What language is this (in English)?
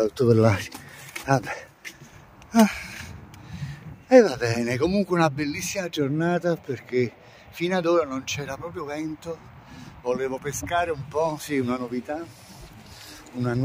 Italian